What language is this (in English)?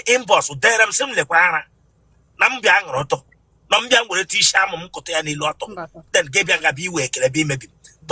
Igbo